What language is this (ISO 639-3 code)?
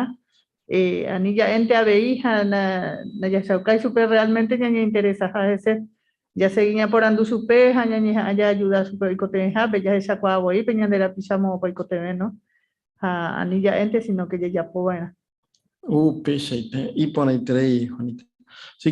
grn